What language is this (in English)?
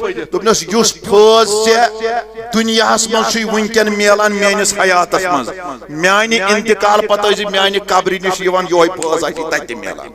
Kashmiri